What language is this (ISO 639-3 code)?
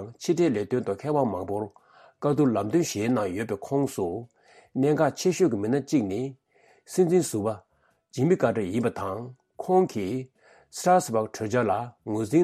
bod